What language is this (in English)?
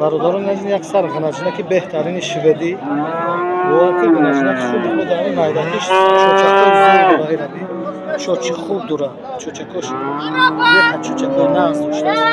Tajik